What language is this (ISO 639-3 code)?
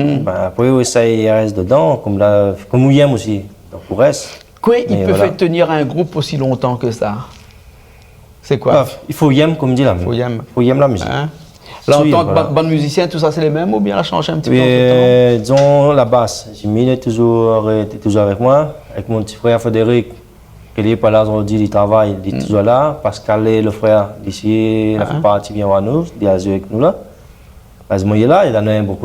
rcf